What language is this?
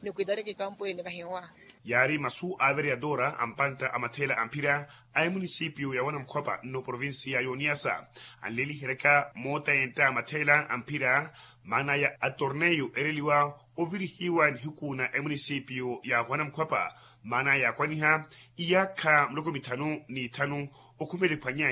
Makhuwa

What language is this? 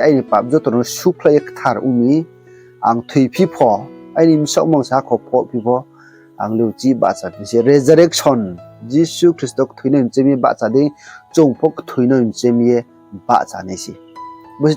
Riang (India)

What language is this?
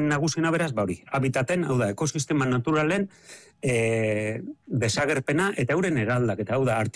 Basque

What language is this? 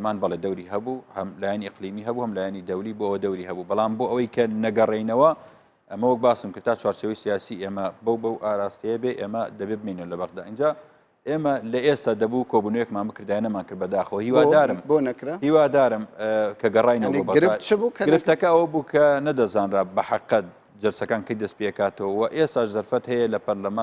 Central Kurdish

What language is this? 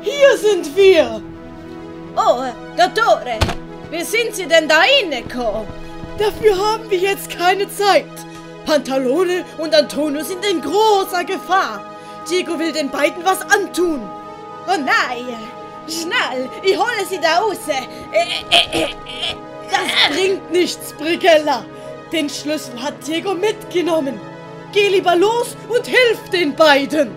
Swiss German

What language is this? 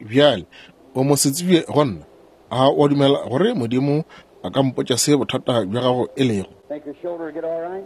Northern Sotho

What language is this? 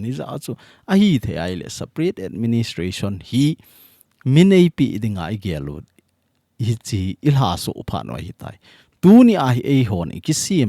Thado Chin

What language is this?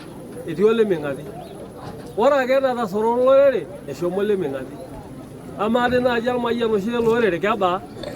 Masai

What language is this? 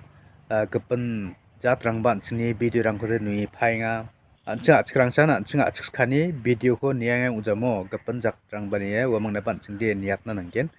Garo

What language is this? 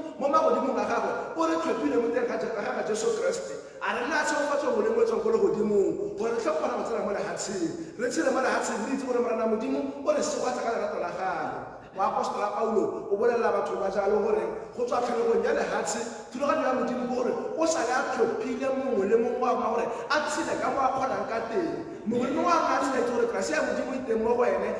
Tswana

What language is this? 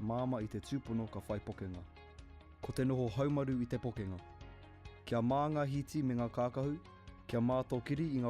Māori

